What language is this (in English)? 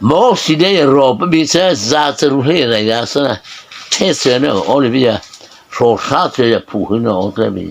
Mara Chin